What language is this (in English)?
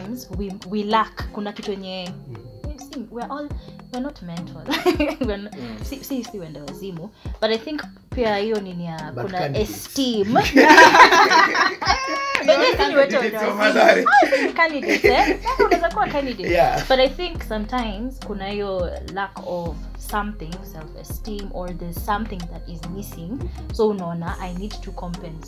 Swahili